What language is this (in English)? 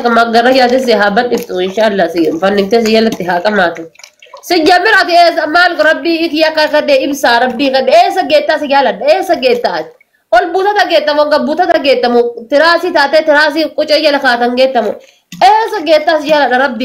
Oromo